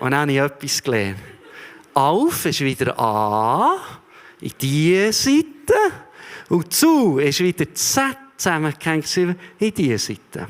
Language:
Swiss German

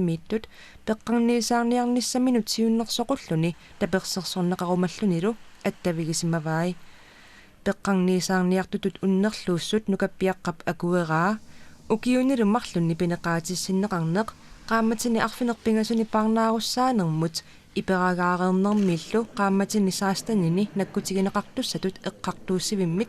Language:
Kalaallisut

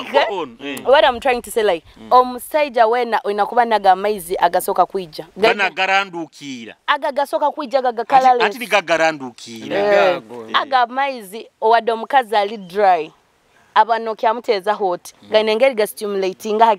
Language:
Nyoro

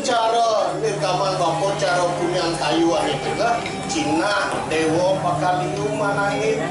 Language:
Balinese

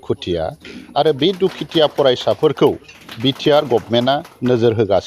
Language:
Bodo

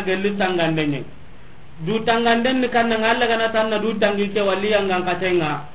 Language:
Soninke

